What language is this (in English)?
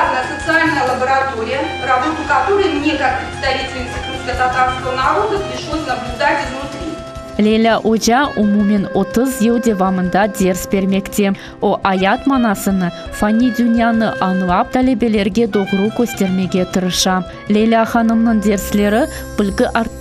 Crimean Tatar